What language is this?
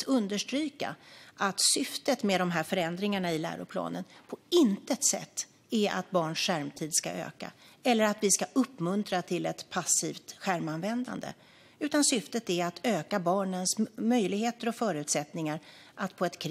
Swedish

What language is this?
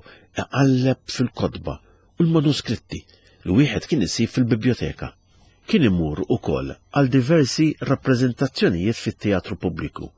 Maltese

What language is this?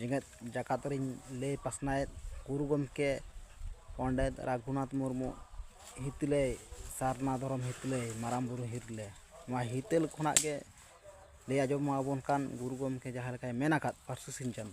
Santali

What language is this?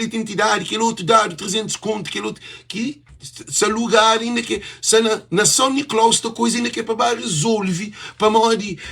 Kabuverdianu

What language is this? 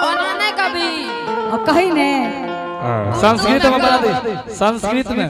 Angika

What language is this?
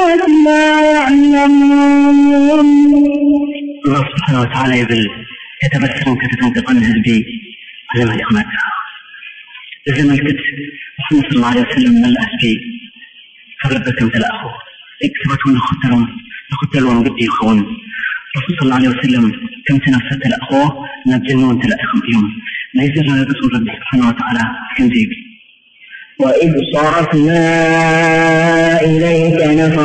Arabic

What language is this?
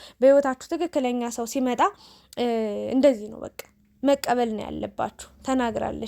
Amharic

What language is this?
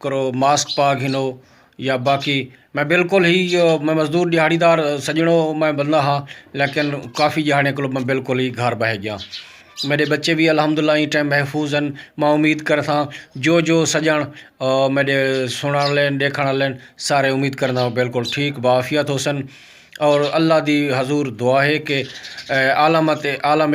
Saraiki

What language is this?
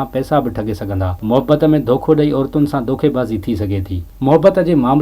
Sindhi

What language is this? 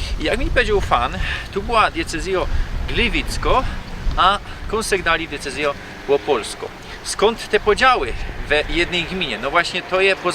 Silesian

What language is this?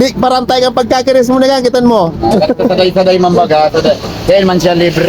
Bikol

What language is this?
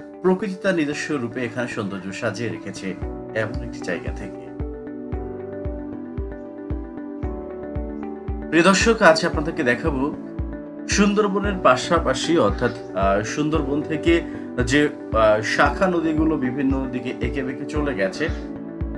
Bangla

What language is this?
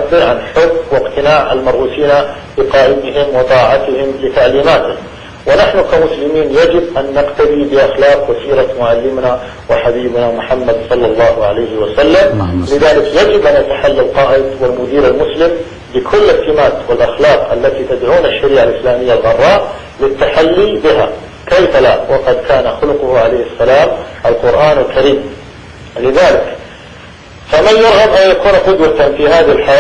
Arabic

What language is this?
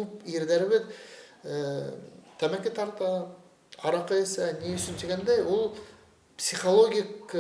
Bashkir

